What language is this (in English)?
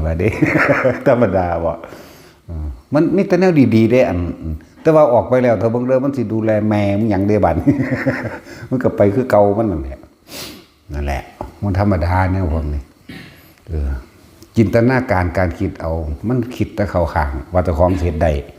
Northeastern Thai